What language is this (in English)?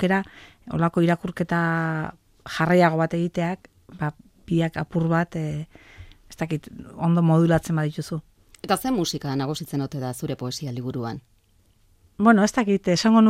Basque